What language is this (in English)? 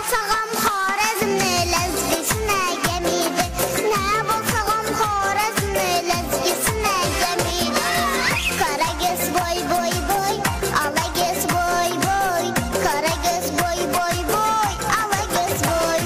Kara-Kalpak